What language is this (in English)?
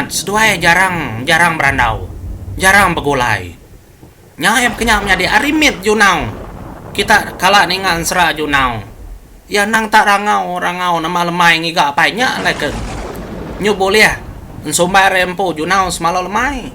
Iban